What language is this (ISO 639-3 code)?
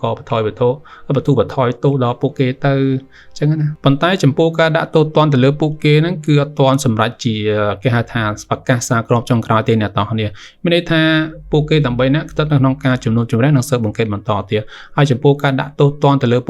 khm